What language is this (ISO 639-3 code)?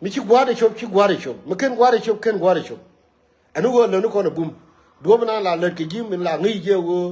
nus